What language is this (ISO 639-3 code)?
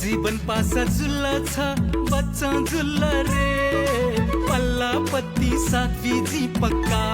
new